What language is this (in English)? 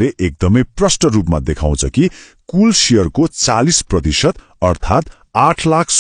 Nepali